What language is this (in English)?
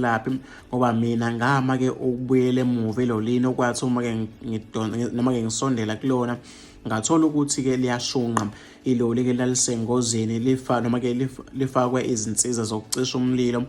Zulu